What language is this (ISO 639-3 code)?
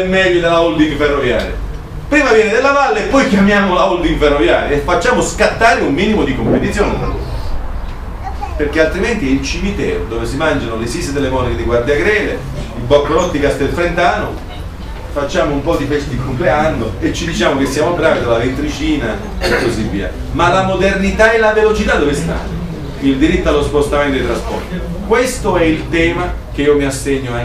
ita